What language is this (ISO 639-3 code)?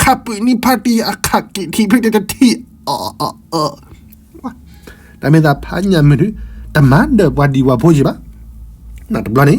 ksw